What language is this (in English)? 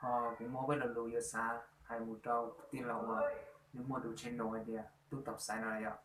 Hmong